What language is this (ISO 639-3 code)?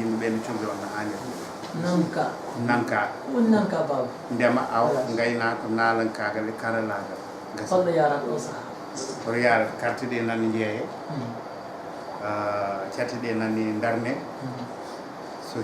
ful